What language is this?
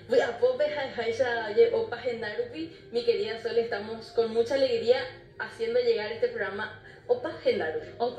Guarani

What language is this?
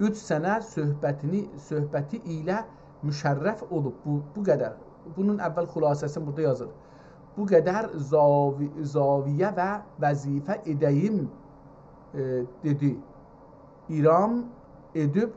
South Azerbaijani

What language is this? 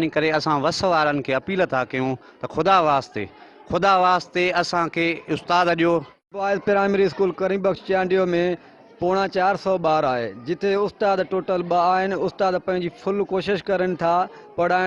Sindhi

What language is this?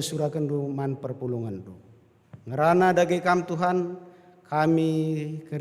Batak Karo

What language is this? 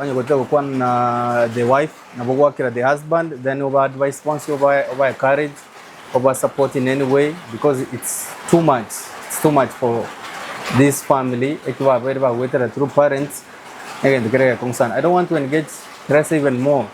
Gusii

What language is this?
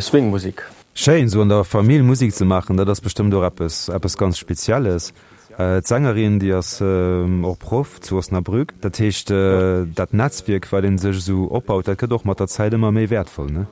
Luxembourgish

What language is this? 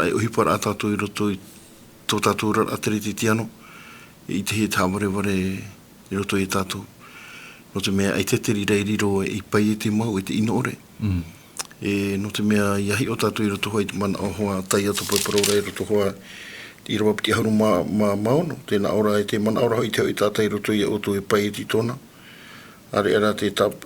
Tahitian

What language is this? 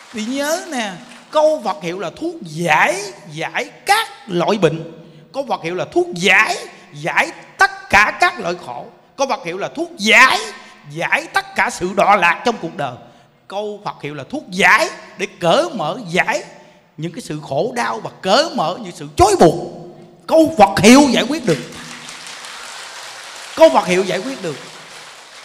Vietnamese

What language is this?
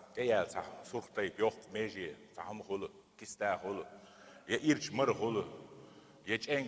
Chechen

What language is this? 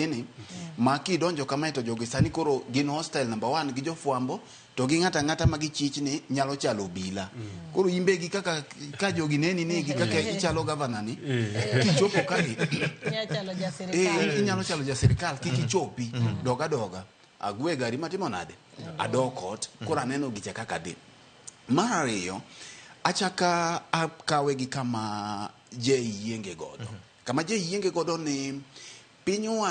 Luo (Kenya and Tanzania)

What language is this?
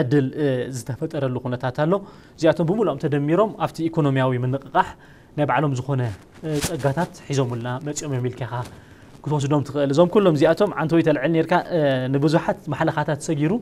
Tigrinya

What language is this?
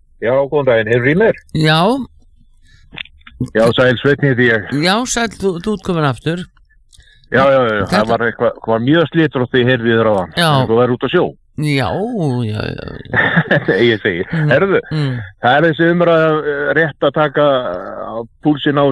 Icelandic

